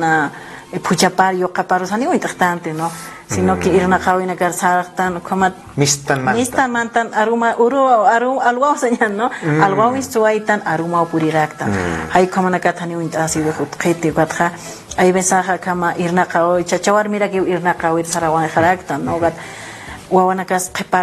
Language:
Aymara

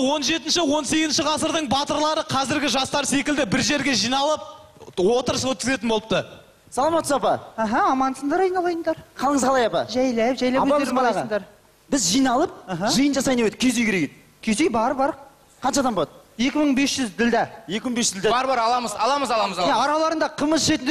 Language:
Kazakh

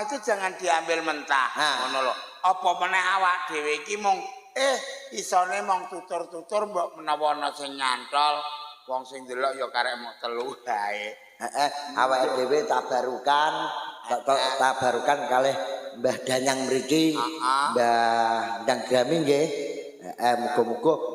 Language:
Javanese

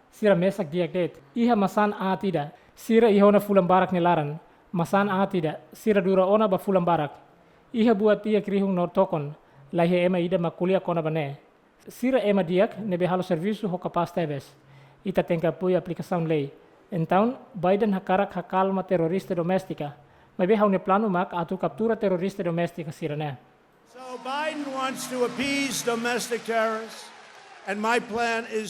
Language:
Tetum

